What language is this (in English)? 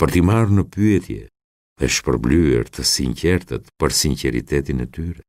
Albanian